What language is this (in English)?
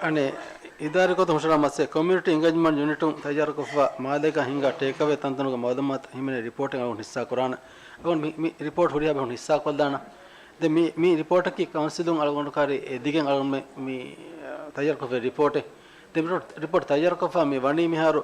Divehi